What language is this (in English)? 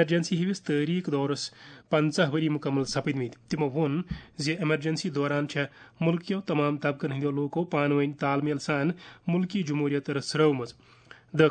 Kashmiri